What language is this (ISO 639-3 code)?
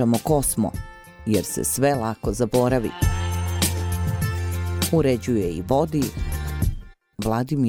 srp